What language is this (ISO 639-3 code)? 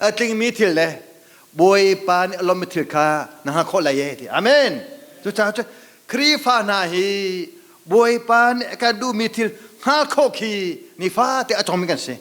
cnh